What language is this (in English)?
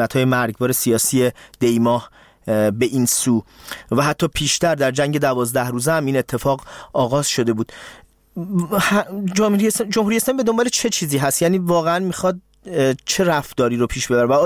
Persian